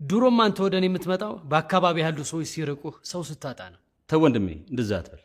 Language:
Amharic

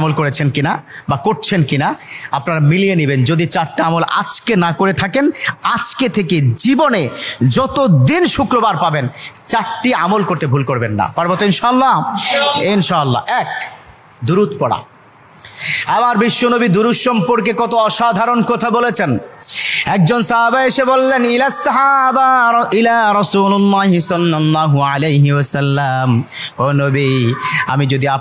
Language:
Bangla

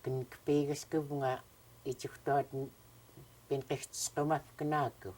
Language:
Central Yupik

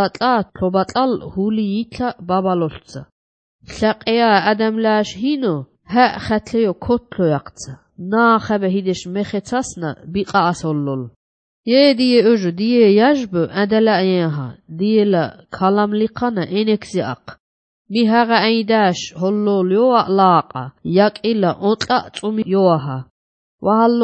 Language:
Georgian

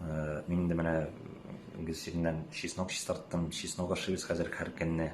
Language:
Tatar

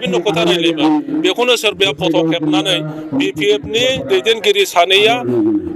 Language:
Bodo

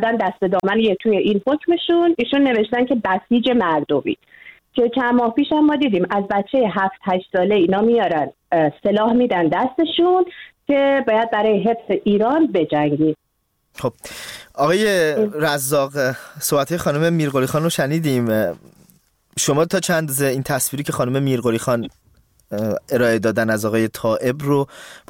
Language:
Persian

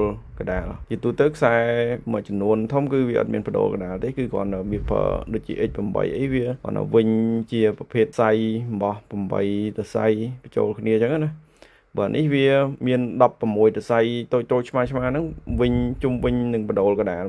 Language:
Khmer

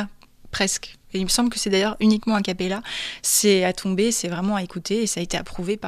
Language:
French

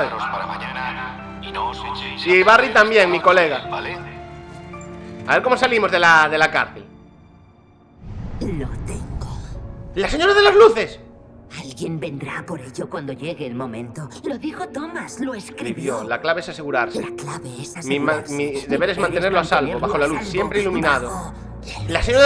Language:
Spanish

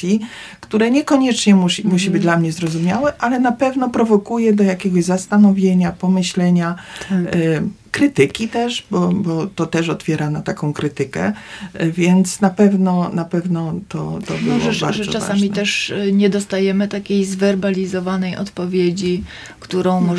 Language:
Polish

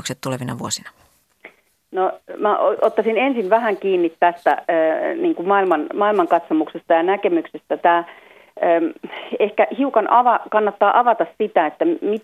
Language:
Finnish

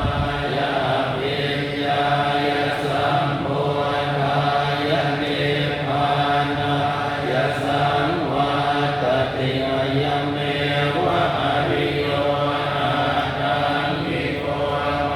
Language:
Pali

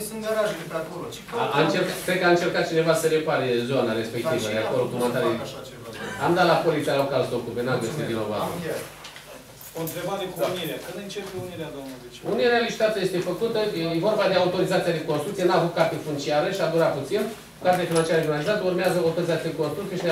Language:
Romanian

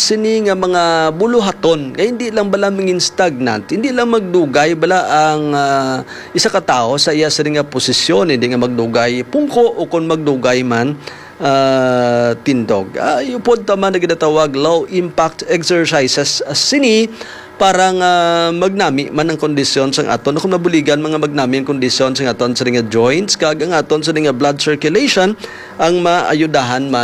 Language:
Hiligaynon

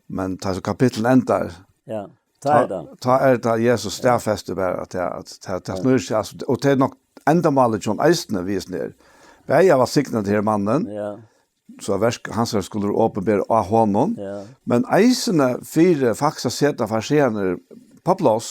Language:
Faroese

